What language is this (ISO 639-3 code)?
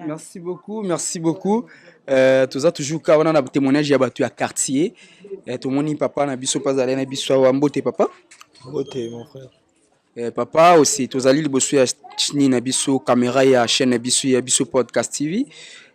lin